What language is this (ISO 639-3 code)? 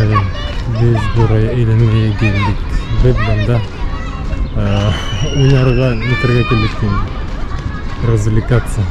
bak